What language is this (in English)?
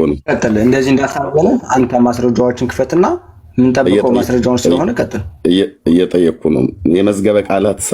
Amharic